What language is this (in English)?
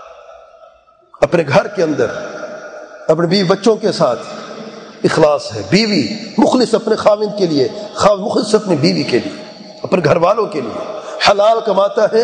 Urdu